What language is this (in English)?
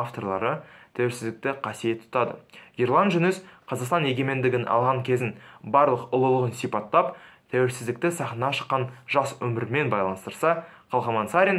Kazakh